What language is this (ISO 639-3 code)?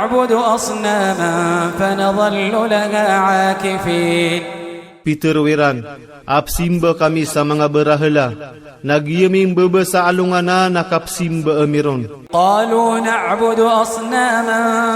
ilp